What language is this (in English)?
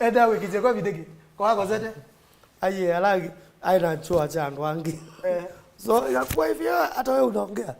Kamba